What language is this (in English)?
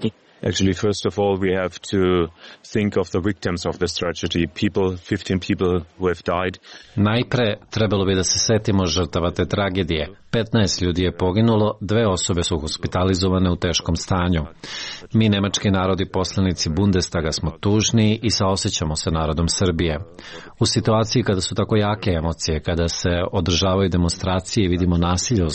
Serbian